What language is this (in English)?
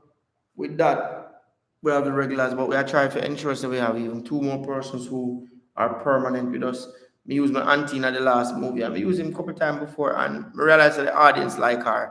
Jamaican Creole English